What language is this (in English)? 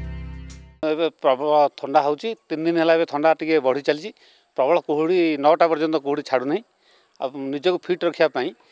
Odia